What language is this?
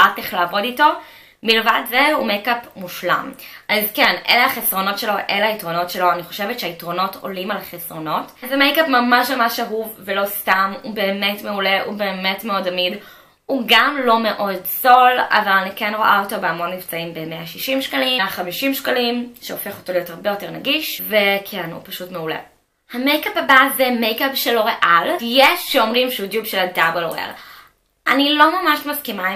Hebrew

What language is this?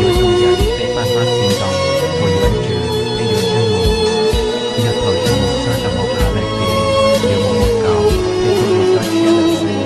Hmong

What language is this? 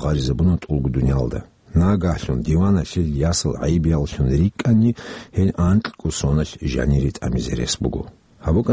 Avaric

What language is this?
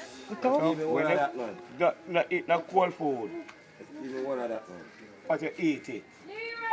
Jamaican Creole English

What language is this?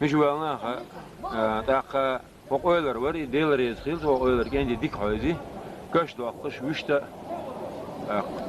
Chechen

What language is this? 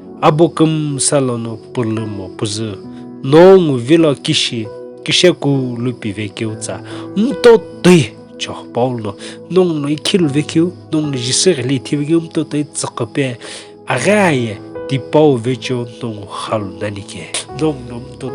Sumi Naga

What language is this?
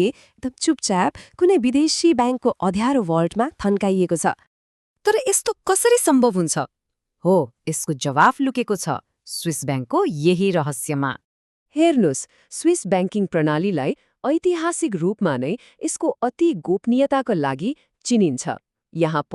Nepali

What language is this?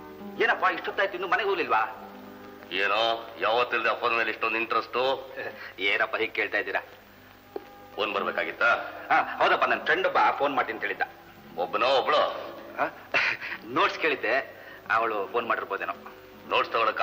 Kannada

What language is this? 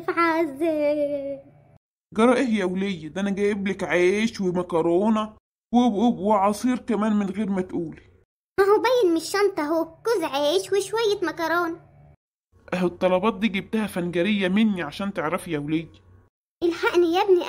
Egyptian Arabic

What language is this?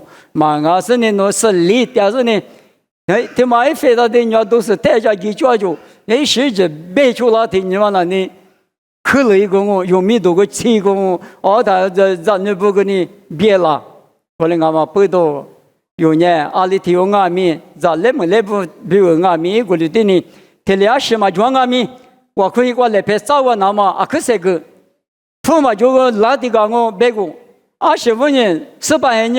Lisu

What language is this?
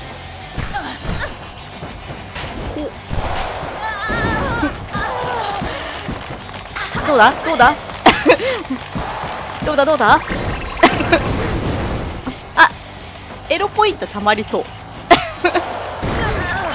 Japanese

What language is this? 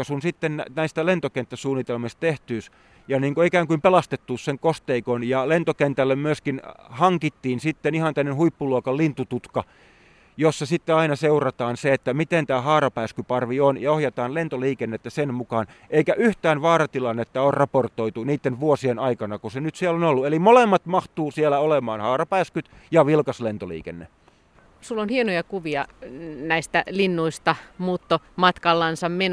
Finnish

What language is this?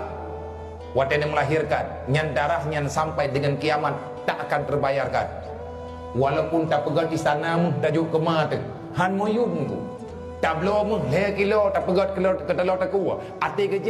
Achinese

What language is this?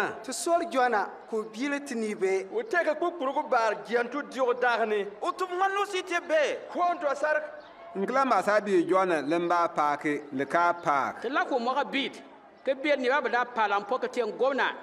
Bimoba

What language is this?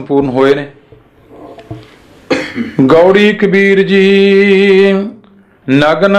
Punjabi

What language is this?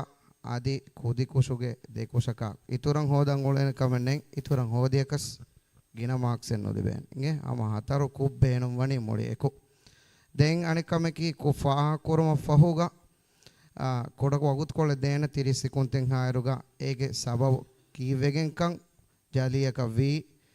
Divehi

